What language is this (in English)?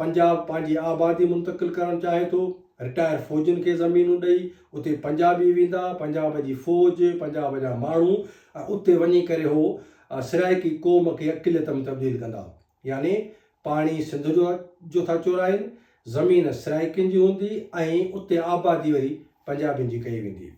Sindhi